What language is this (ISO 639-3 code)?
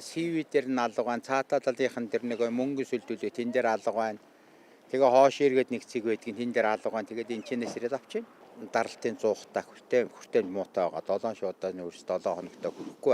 mon